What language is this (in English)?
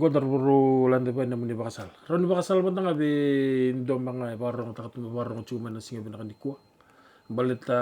Fijian